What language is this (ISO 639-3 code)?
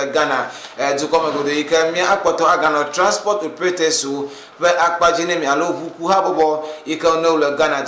ewe